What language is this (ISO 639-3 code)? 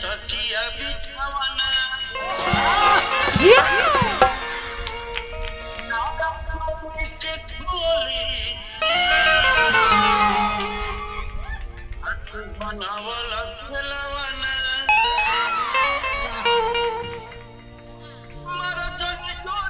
bho